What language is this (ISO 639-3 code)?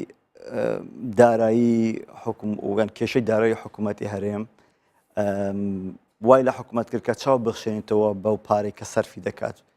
ckb